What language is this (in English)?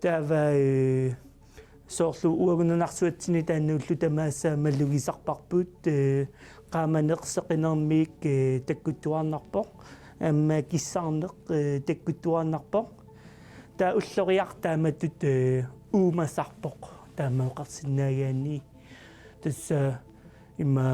Kalaallisut